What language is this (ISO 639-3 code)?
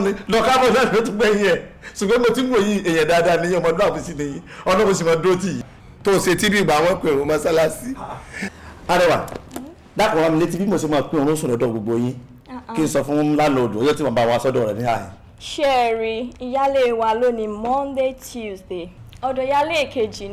yor